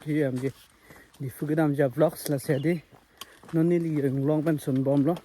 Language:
Karbi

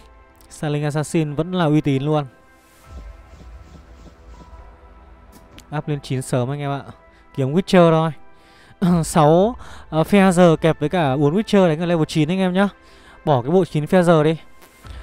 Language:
Vietnamese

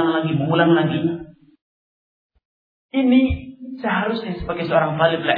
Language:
Indonesian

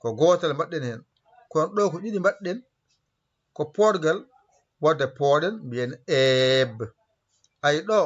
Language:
Fula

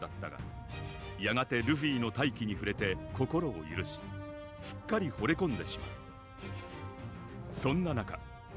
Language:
Japanese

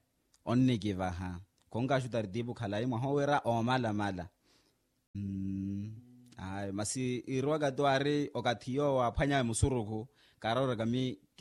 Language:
Makhuwa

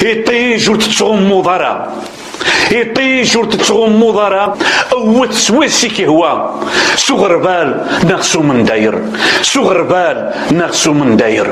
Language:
Kabyle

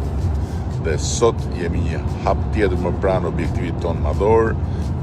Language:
Albanian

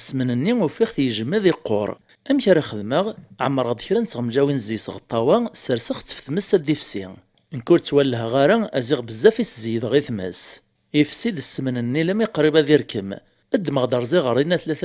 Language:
Kabyle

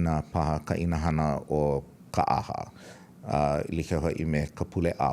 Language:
Hawaiian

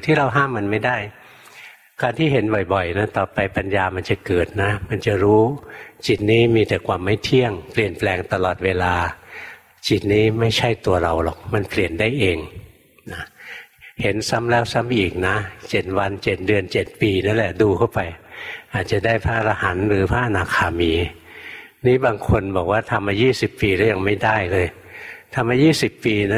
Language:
Thai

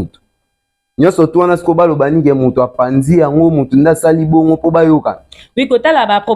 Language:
Lingala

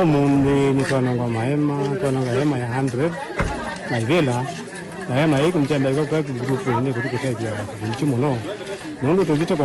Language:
Kamba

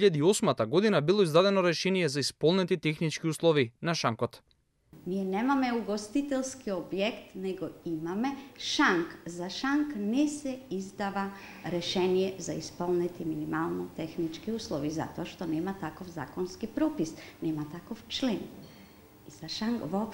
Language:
Macedonian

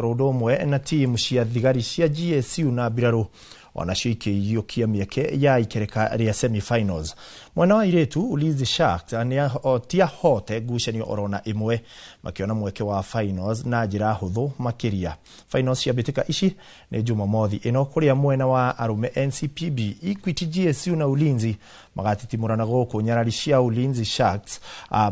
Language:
Kikuyu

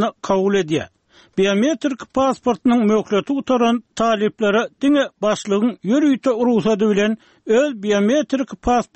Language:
Turkmen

